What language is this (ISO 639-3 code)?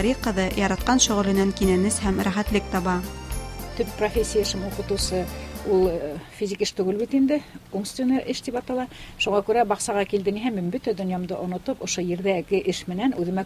bak